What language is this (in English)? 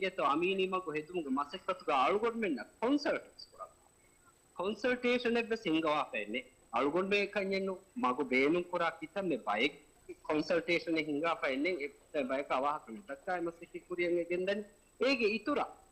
Divehi